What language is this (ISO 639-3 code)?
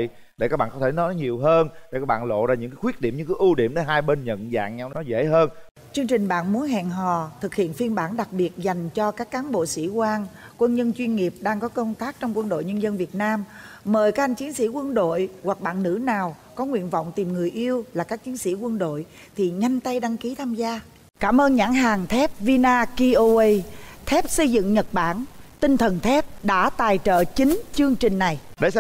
vie